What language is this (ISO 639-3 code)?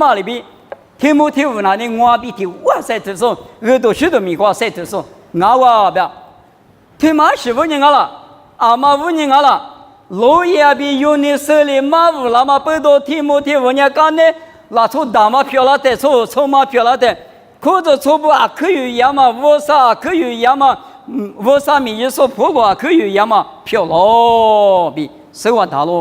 lis